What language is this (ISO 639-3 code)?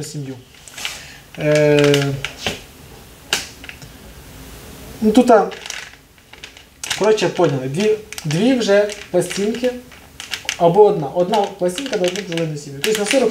ukr